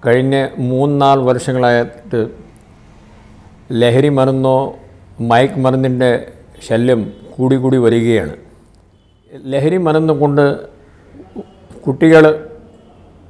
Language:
Malayalam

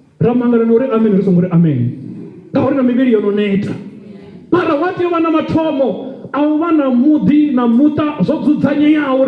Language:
Venda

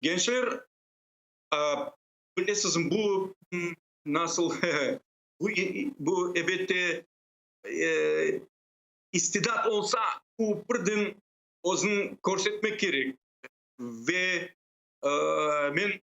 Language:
Crimean Tatar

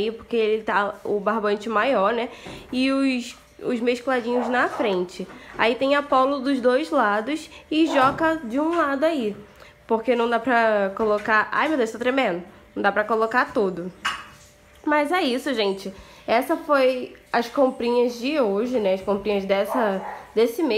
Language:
Portuguese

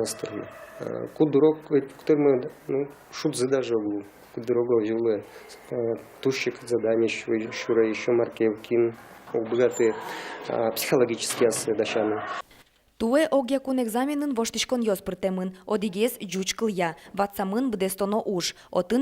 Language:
Udmurt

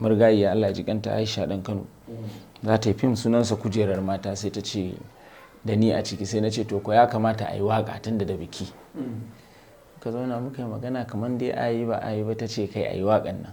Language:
Hausa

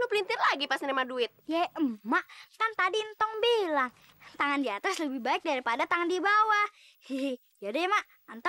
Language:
Betawi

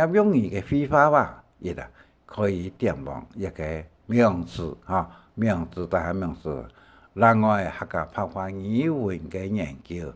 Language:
Hakka Chinese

